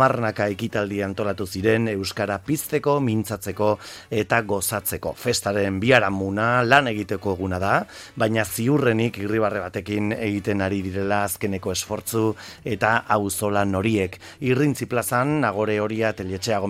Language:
Basque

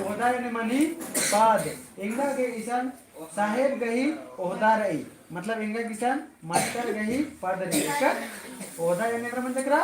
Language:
Kurukh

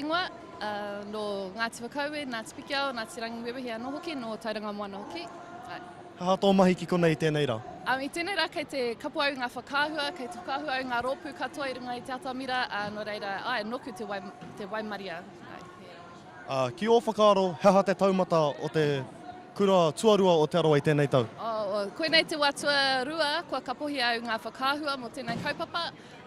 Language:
Māori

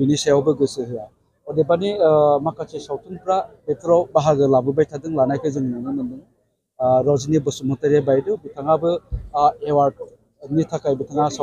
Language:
Bodo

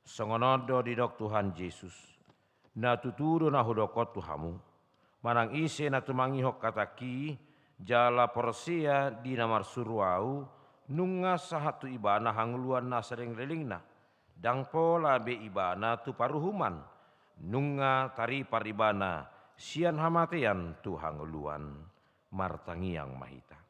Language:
Batak Toba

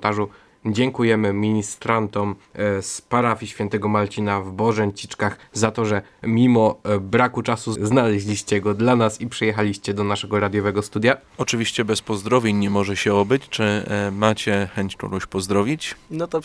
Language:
Polish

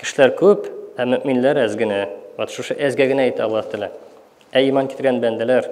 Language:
Tatar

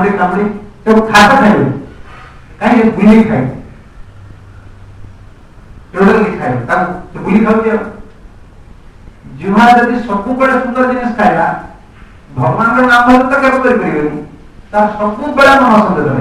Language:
Odia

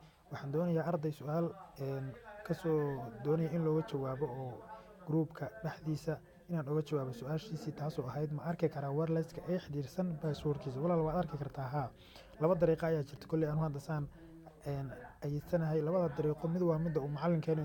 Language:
Somali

